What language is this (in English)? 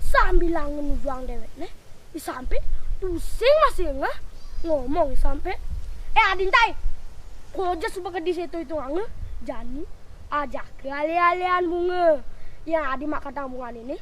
Balinese